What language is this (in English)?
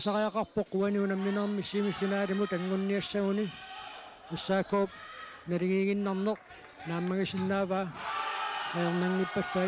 Kalaallisut